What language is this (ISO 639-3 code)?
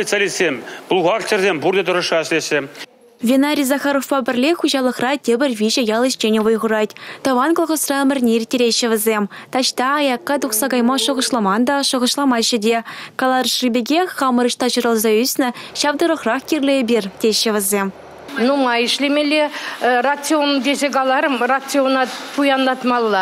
chv